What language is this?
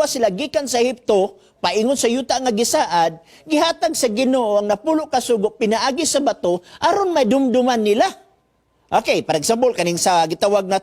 Cebuano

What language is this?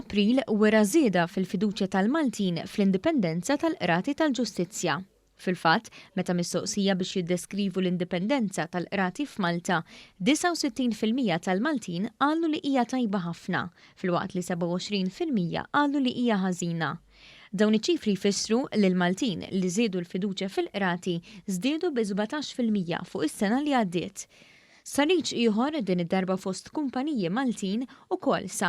Maltese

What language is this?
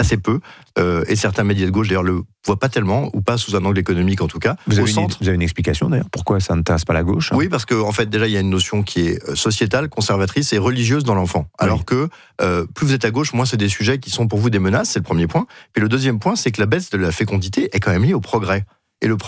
French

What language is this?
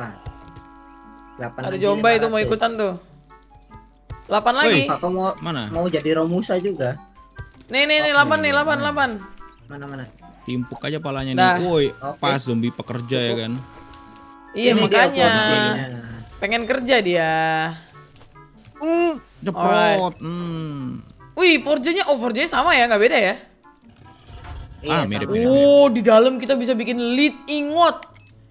Indonesian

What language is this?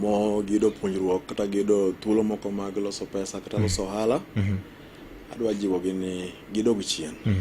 Luo (Kenya and Tanzania)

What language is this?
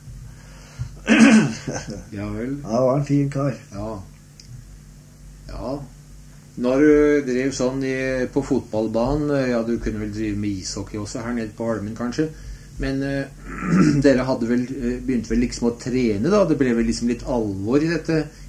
Norwegian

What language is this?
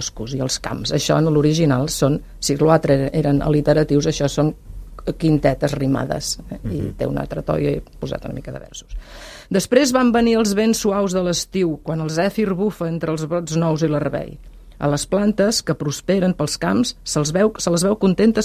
Catalan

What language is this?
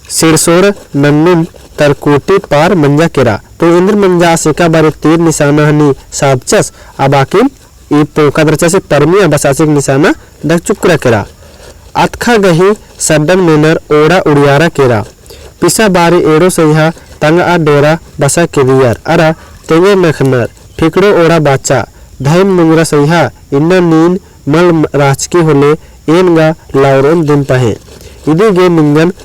Kurukh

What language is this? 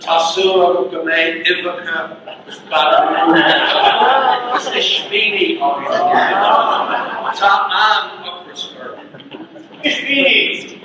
Irish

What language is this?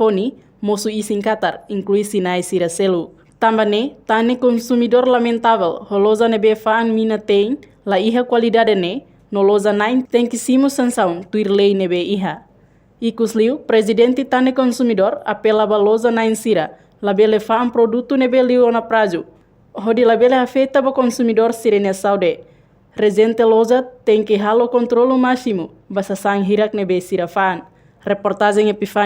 Tetum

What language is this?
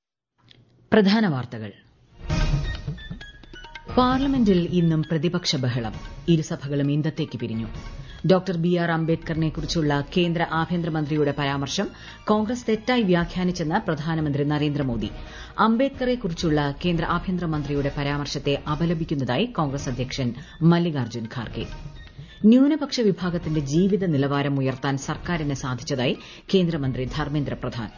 Malayalam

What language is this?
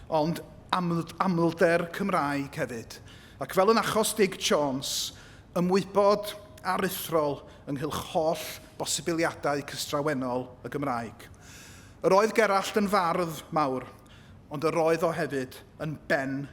Welsh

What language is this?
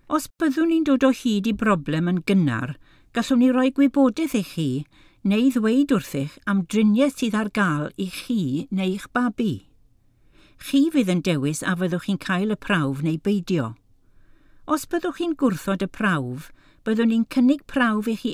Welsh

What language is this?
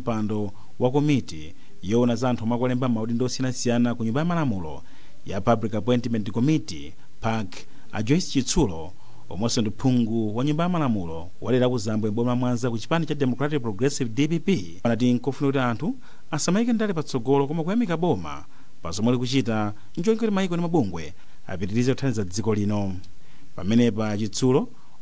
Nyanja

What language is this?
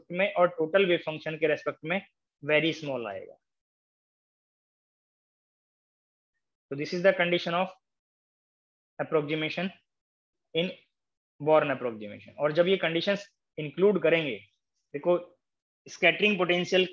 Hindi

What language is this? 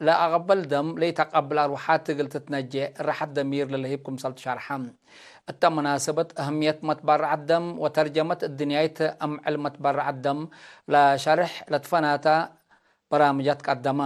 Tigre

